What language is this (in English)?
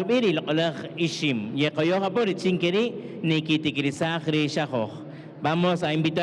Kaqchikel